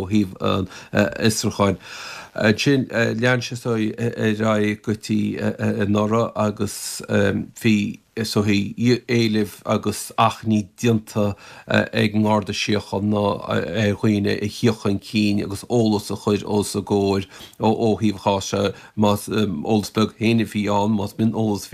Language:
Irish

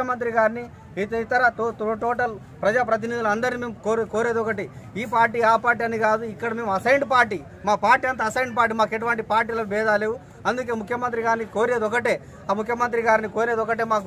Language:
Telugu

